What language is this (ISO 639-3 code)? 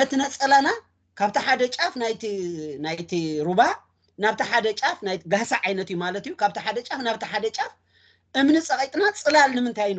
tir